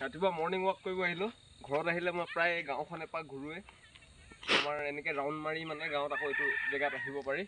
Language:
Assamese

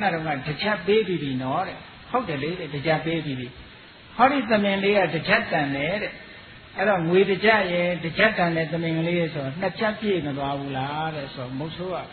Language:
Burmese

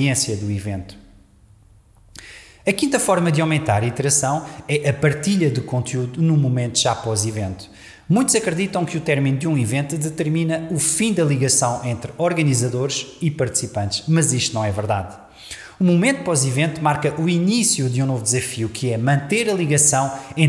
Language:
Portuguese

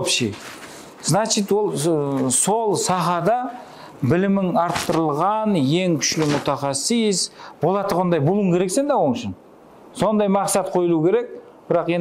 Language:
Kara-Kalpak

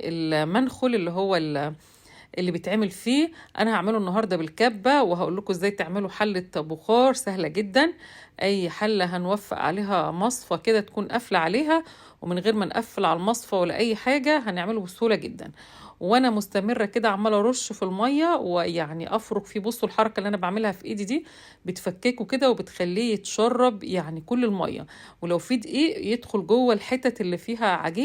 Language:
Egyptian Arabic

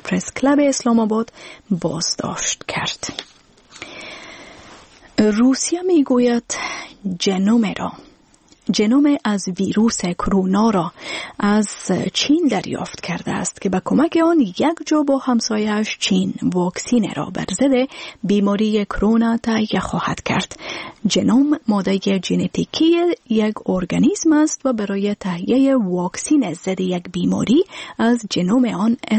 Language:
Persian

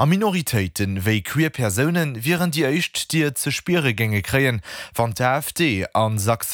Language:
Luxembourgish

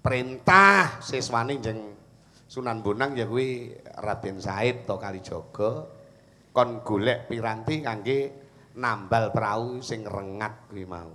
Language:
Javanese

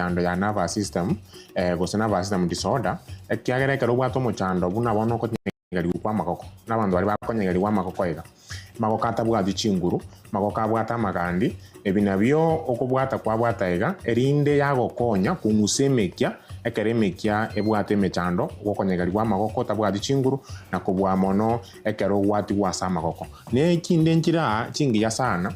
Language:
Gusii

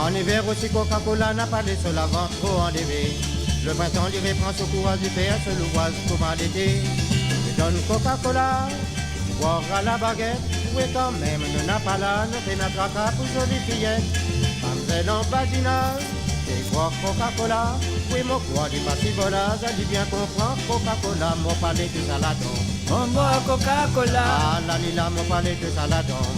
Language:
Morisyen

